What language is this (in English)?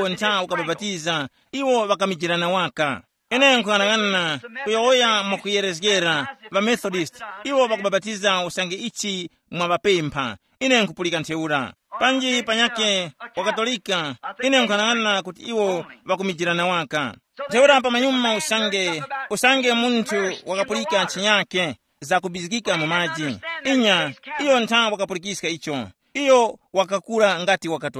Tumbuka